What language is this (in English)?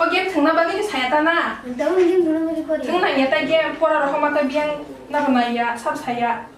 Kok Borok